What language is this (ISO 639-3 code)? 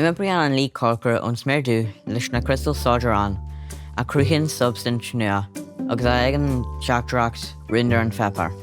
gle